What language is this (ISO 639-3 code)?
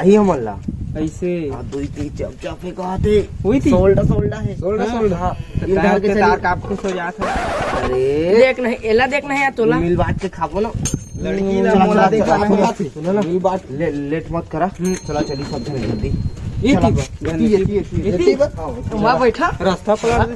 hne